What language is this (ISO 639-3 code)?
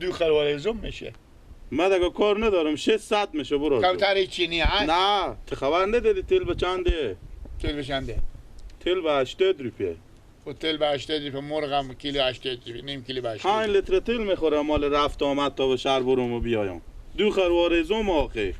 fas